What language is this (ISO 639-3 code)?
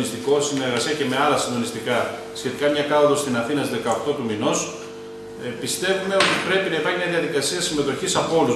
ell